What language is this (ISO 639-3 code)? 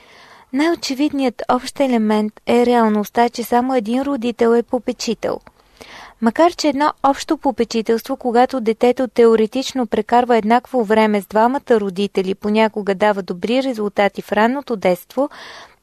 bul